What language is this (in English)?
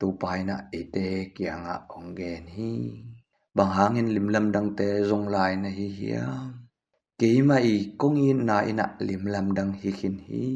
Tedim Chin